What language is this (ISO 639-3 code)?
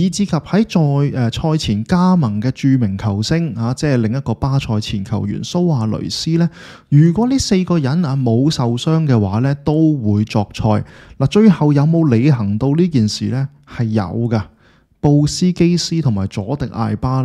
yue